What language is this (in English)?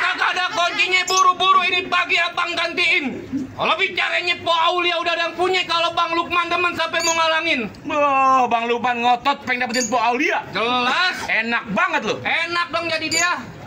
Betawi